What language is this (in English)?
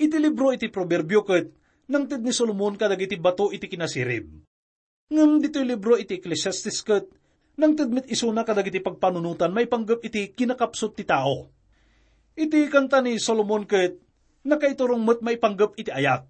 Iloko